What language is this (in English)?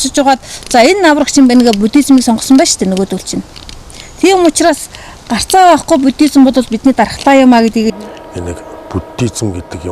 Mongolian